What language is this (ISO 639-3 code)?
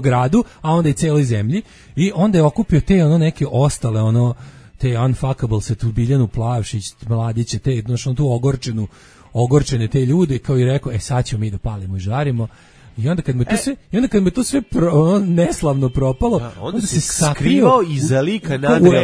srp